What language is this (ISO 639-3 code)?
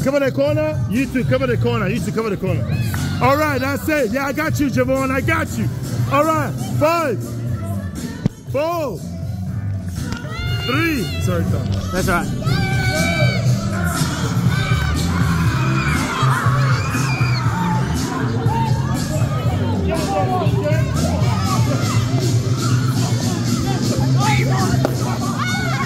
eng